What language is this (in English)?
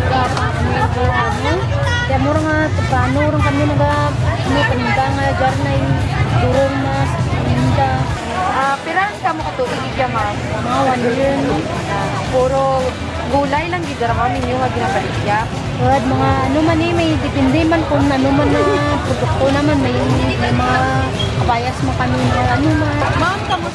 Kinaray-a